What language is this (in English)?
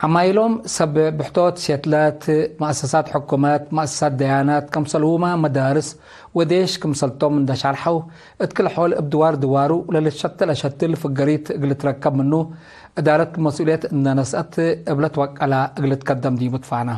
Tigre